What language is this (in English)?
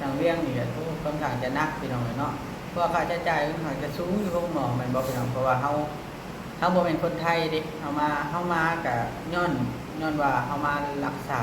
Lao